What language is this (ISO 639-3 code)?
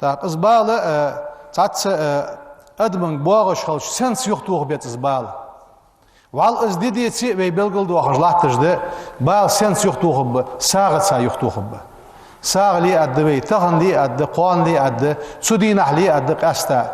inh